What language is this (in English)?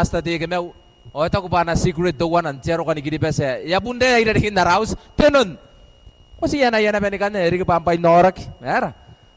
Gilbertese